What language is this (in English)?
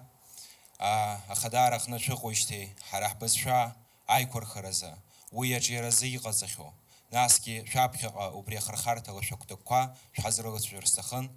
Abkhazian